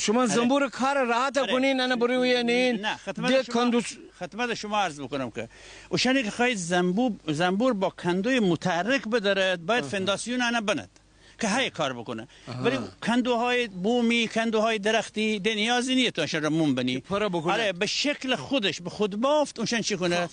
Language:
Gilaki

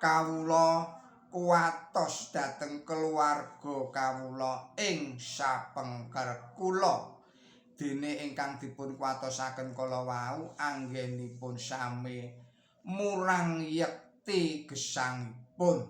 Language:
Javanese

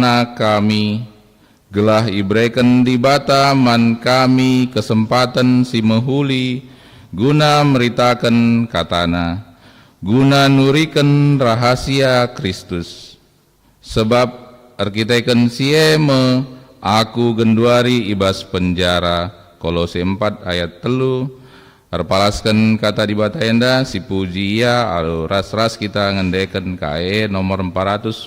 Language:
Batak Karo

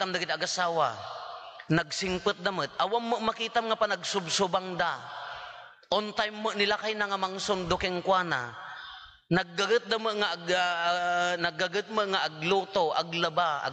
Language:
Iloko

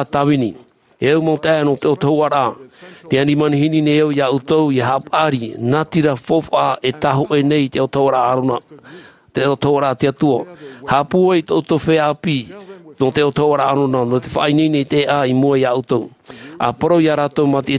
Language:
Tahitian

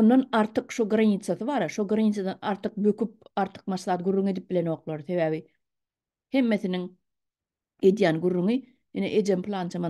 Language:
Turkmen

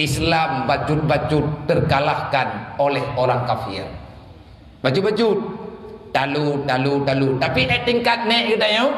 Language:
Achinese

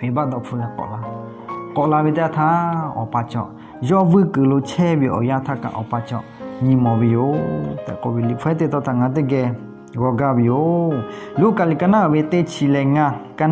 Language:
Lahu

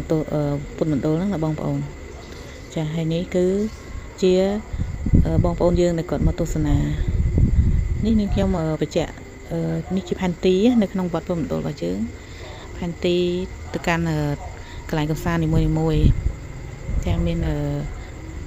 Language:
Khmer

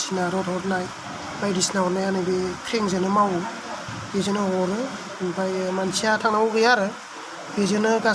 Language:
Bodo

